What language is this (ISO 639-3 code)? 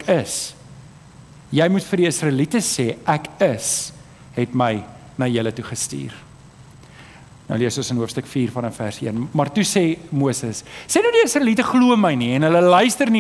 afr